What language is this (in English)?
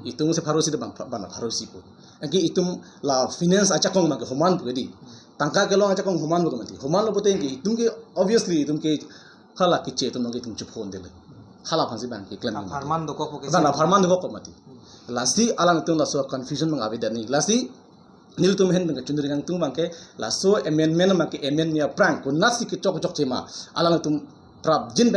Karbi